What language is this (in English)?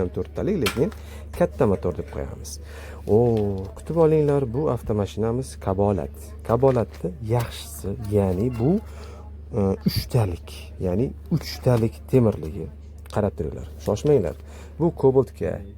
Uzbek